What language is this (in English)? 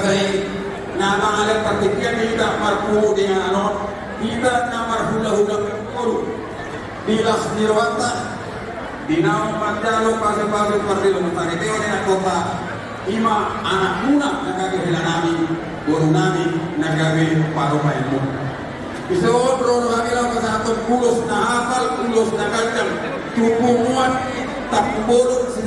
Batak Toba